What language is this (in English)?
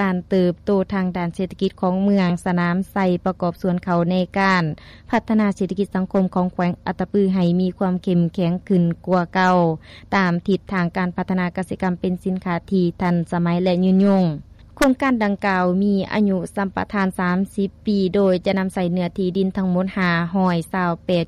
Lao